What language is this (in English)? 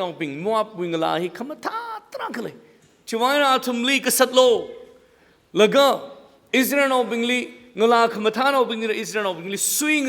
Tangkhul Naga (India)